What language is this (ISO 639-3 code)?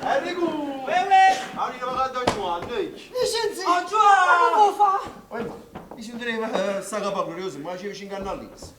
nap